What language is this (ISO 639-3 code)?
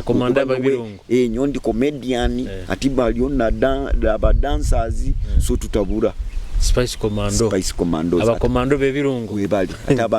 nyo